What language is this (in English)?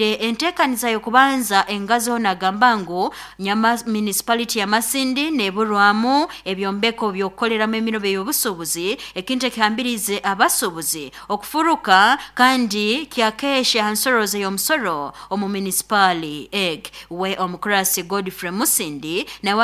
Nyoro